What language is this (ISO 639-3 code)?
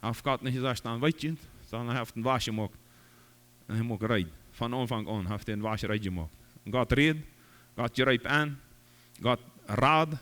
pdt